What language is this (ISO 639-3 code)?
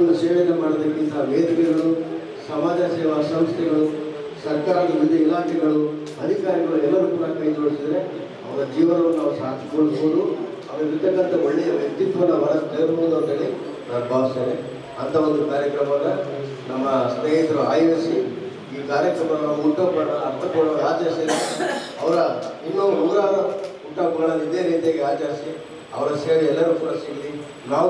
kan